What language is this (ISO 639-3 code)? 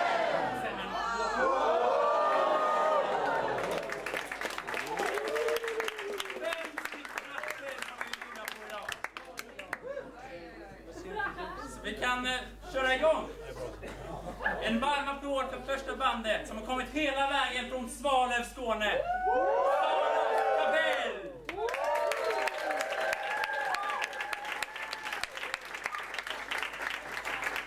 swe